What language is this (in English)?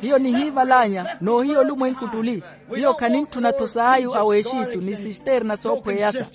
Makhuwa